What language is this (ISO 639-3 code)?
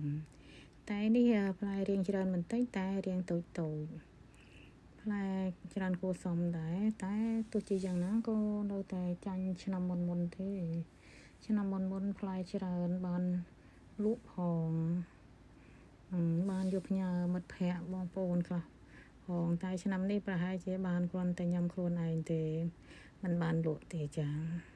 khm